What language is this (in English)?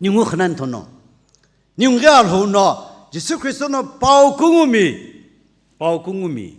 Sumi Naga